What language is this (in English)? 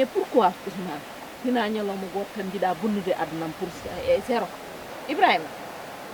Fula